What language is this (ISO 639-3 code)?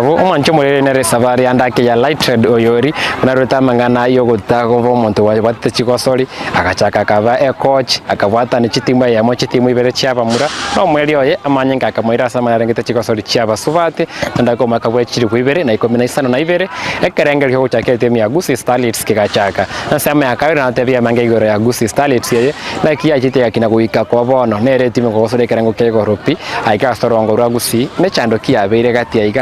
guz